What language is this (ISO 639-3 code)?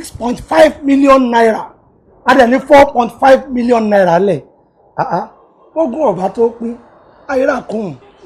yor